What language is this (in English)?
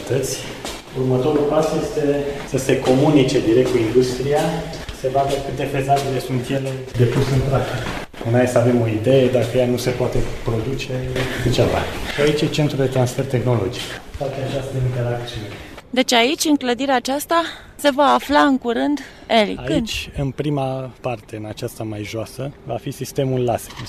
Romanian